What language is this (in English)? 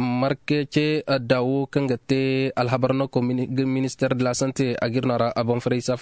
Koyraboro Senni